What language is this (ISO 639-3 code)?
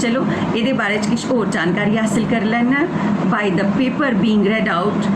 doi